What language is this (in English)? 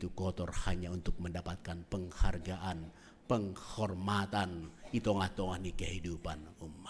Batak Simalungun